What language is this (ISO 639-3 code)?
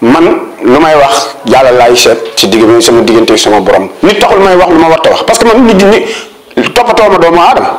wol